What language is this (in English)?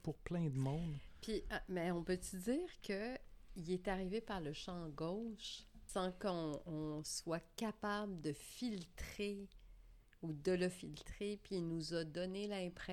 French